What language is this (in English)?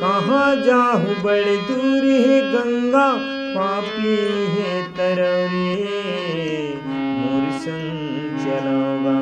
Chhattisgarhi